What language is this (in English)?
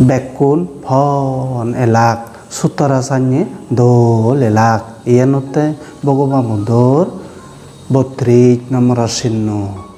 Chakma